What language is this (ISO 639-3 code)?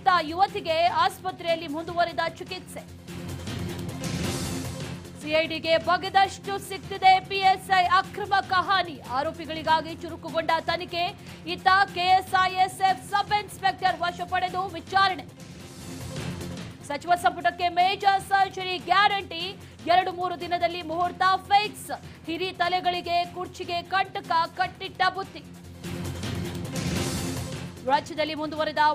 kan